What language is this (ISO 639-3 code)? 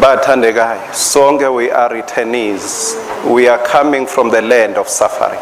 ssw